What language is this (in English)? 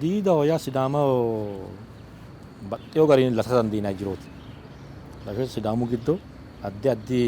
Sidamo